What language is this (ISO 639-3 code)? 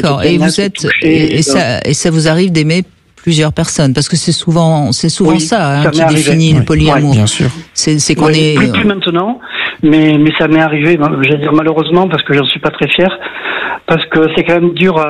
fra